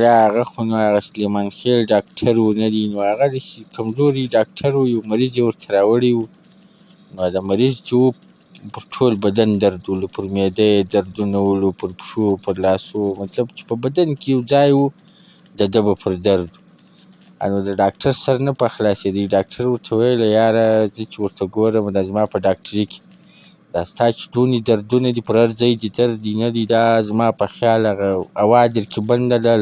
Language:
Pashto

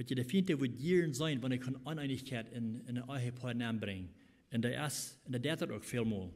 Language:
Plautdietsch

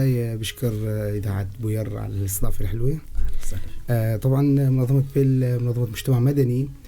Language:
North Levantine Arabic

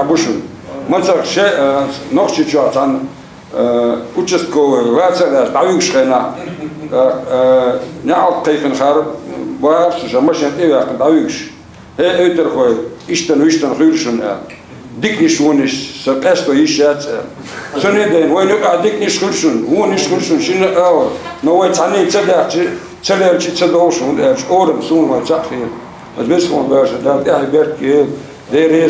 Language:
Ingush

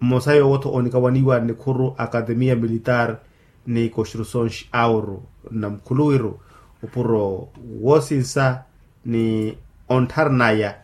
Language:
Makhuwa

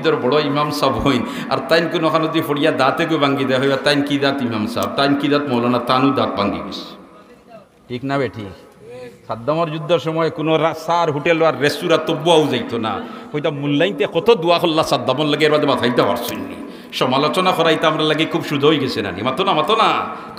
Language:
Sylheti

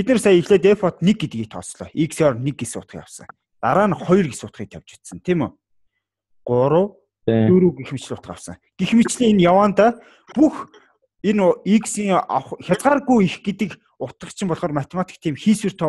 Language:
Mongolian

